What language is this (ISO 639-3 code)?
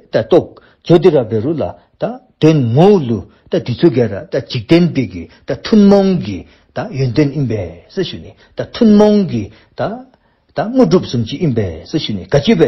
dzo